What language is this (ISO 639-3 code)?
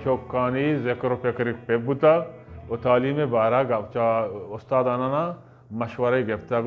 bgp